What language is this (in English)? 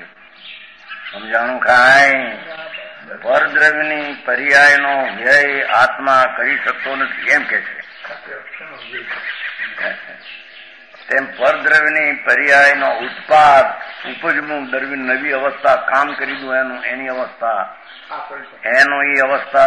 Gujarati